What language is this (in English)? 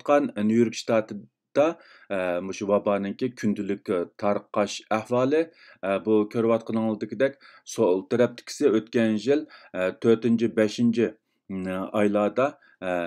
Uyghur